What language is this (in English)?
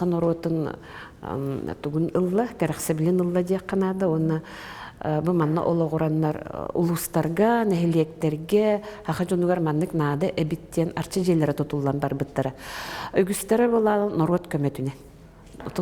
Yakut